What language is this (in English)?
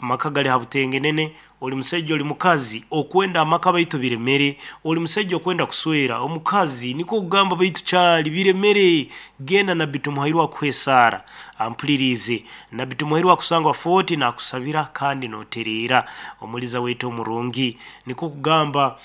Nyankole